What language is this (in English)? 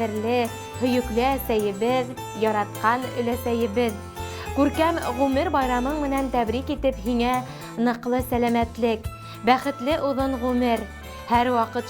Bashkir